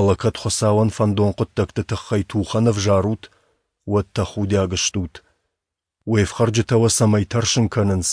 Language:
Ossetic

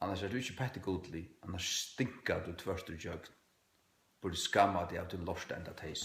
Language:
Faroese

